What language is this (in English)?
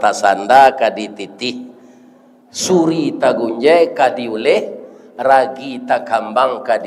Minangkabau